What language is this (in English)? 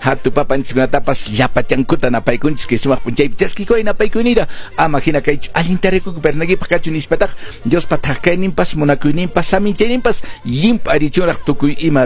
Quechua